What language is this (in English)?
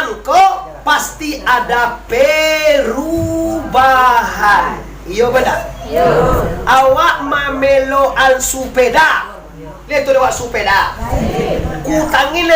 Minangkabau